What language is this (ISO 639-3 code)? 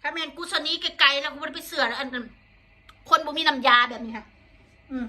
tts